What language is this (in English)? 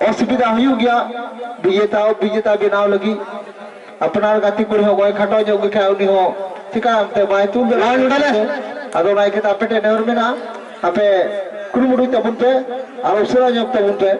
Santali